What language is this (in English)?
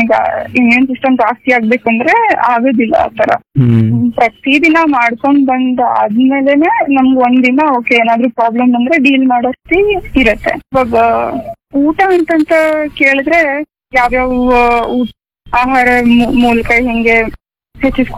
Kannada